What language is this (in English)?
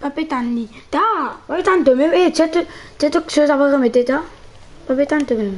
Morisyen